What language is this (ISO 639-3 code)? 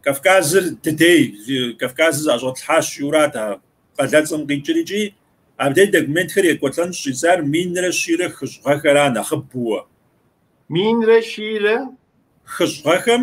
kbd